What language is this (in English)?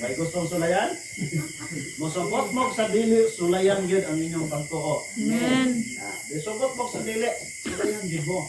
Cebuano